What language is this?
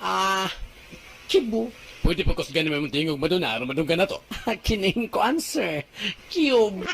Cebuano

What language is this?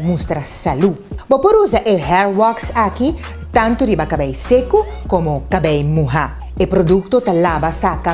Papiamento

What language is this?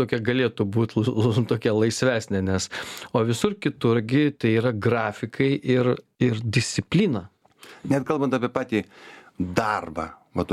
Lithuanian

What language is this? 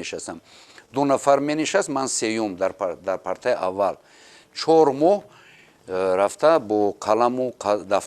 Tajik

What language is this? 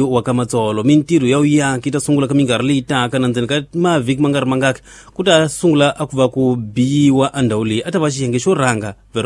Tsonga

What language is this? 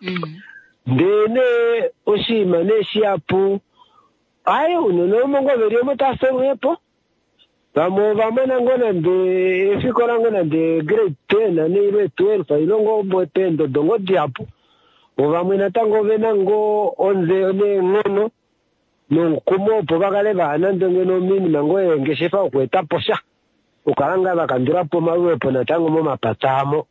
Kuanyama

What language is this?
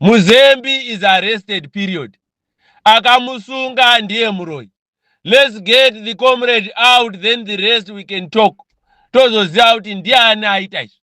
Shona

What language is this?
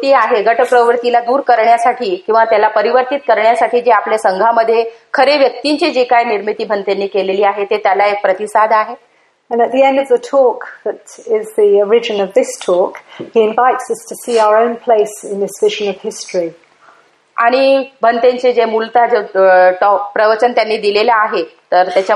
Marathi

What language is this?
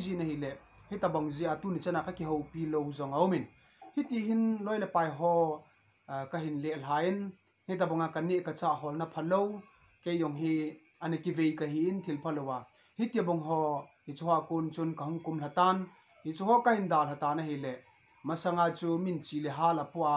Thado Chin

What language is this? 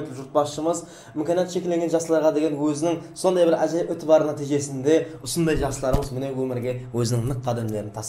Kara-Kalpak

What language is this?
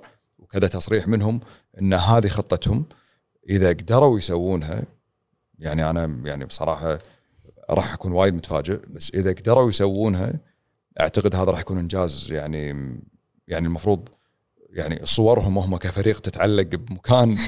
Gulf Arabic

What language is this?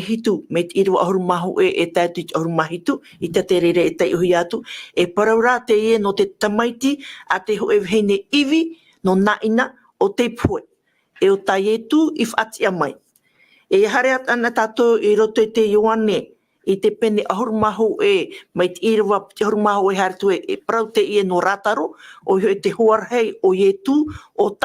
Tahitian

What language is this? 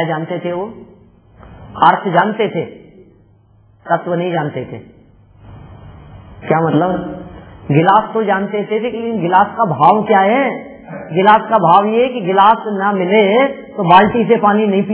Hindi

